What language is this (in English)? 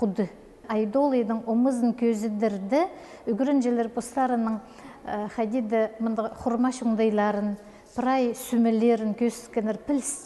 Khakas